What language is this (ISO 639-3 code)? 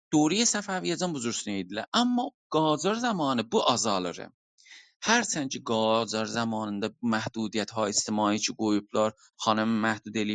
azb